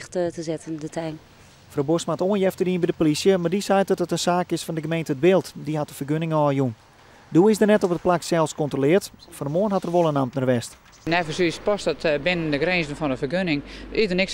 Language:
Western Frisian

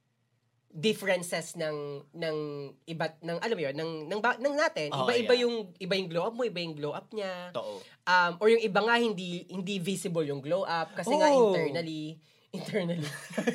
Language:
Filipino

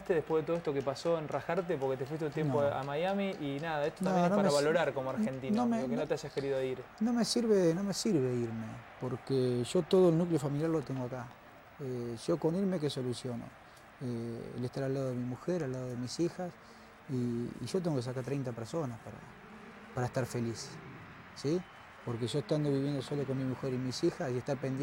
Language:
Spanish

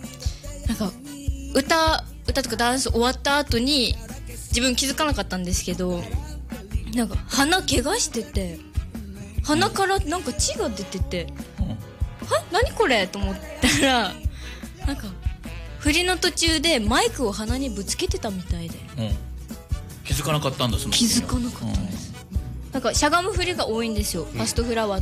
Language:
Japanese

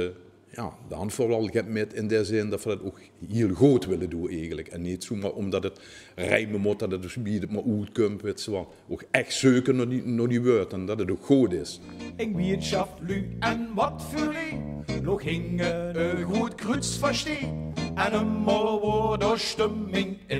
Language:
Limburgish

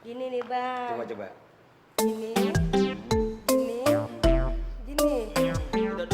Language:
Betawi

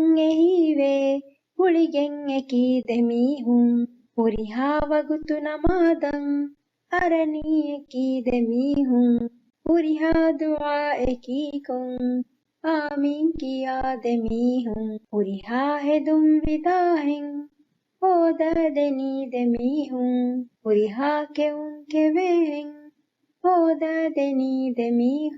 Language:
Divehi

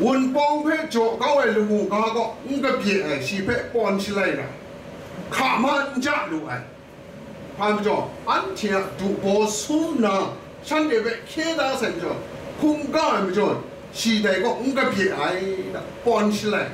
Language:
Kachin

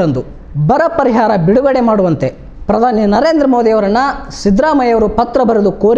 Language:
Kannada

